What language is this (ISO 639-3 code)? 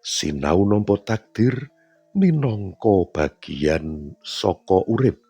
jav